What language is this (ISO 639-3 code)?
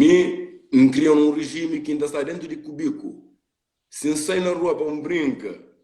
kea